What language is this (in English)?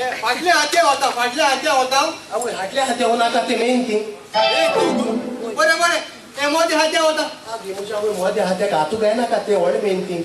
Konkani